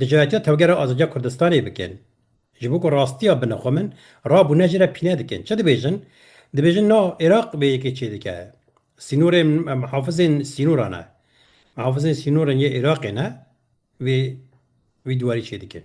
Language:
Kurdish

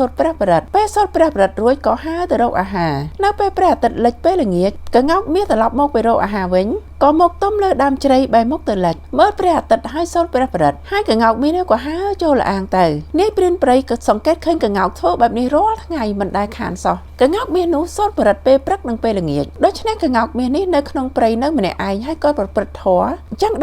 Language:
Khmer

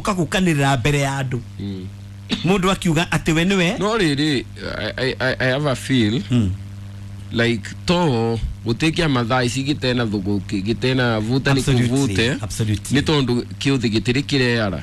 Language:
Kikuyu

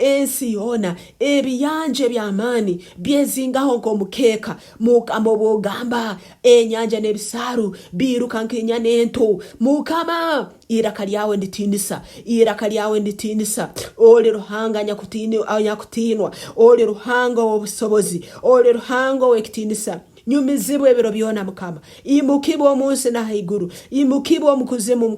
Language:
Nyankole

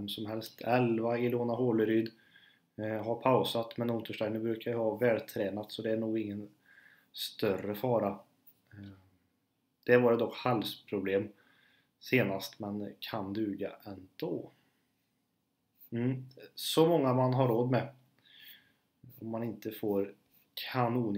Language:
Swedish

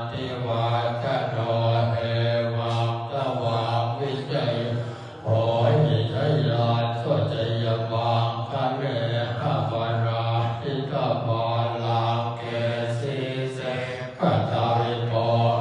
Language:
Pali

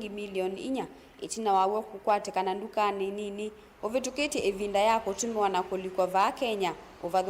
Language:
Kamba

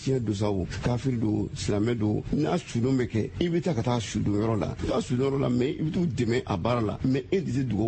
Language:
Bambara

